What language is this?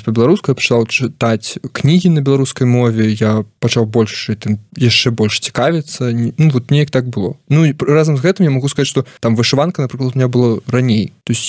Belarusian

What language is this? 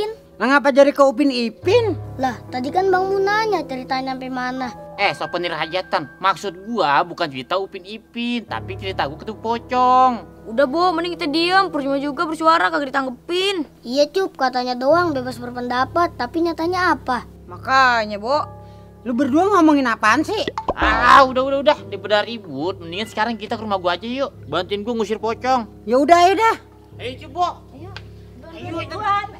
Betawi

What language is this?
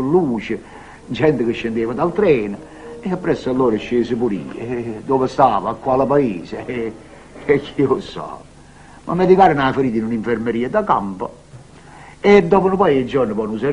Neapolitan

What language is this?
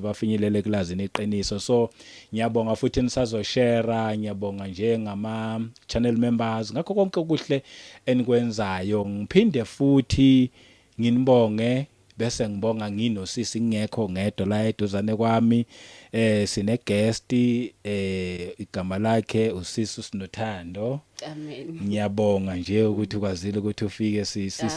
Zulu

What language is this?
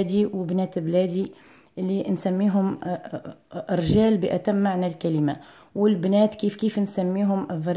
Algerian Arabic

